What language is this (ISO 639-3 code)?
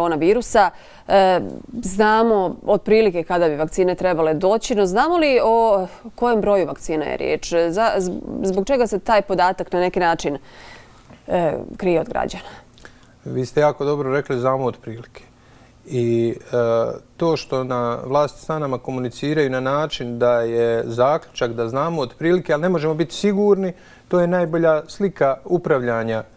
bos